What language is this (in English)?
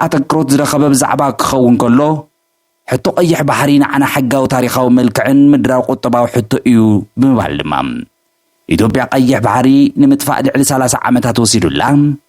Tigrinya